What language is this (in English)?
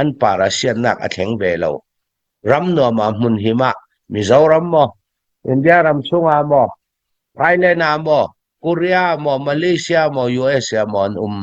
Hakha Chin